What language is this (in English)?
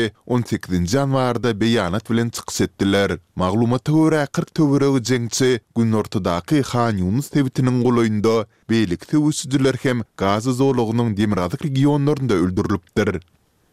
Turkmen